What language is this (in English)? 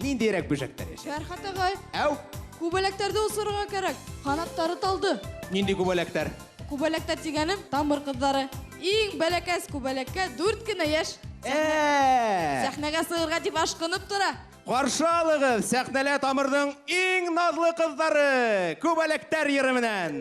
Bashkir